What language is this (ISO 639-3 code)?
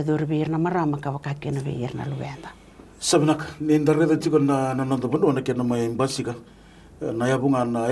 fij